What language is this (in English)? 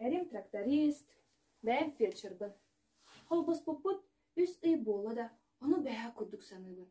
Yakut